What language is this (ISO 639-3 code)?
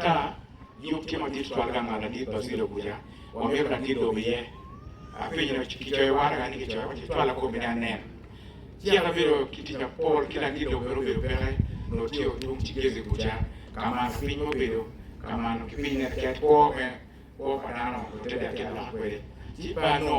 ach